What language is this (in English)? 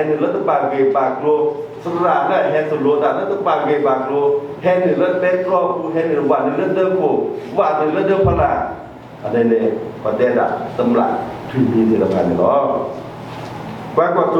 S'gaw Karen